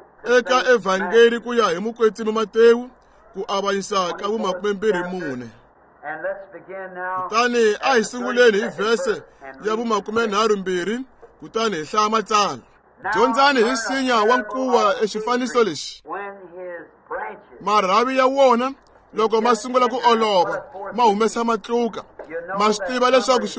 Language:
Tsonga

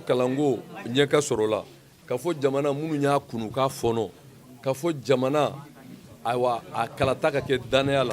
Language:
Bambara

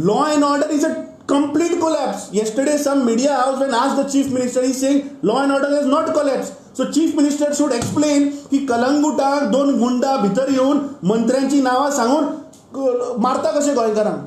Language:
Konkani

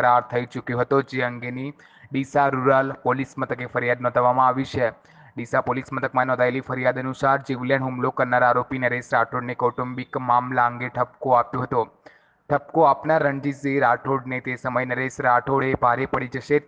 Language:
Gujarati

